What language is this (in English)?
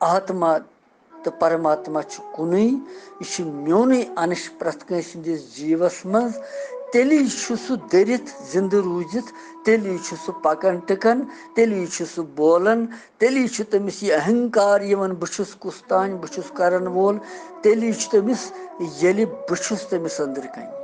Kashmiri